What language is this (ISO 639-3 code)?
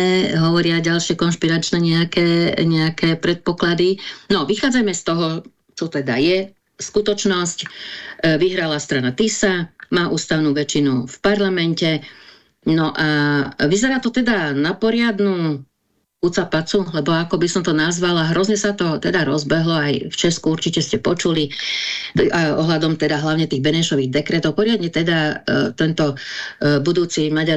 slk